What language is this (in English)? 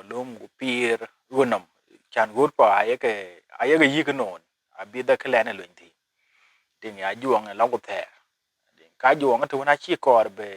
Dinka